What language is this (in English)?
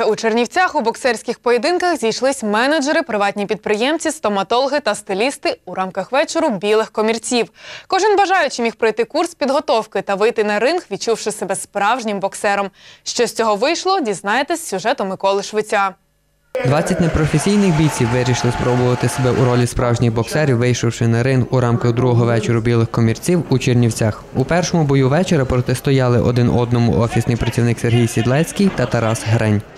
Ukrainian